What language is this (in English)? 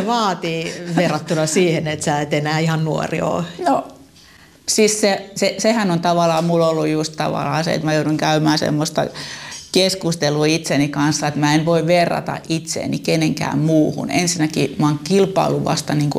Finnish